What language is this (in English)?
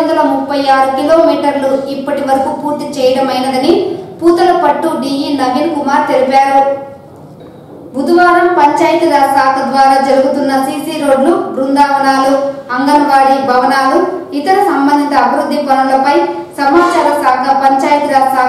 Telugu